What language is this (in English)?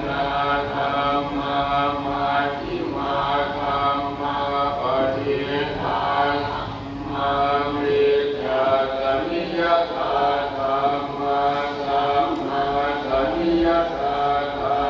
Pali